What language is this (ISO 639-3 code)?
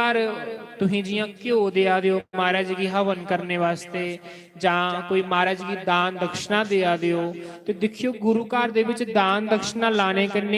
doi